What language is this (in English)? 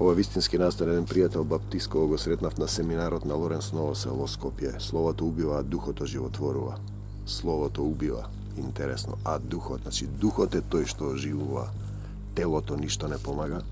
Macedonian